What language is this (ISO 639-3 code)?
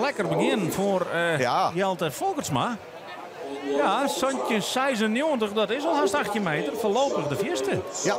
fry